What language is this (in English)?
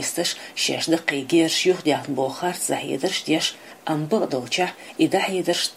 Chechen